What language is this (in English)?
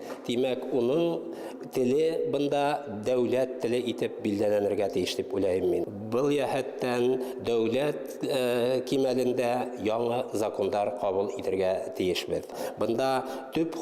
Bashkir